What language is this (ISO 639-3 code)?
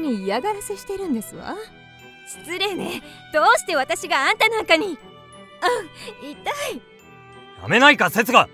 jpn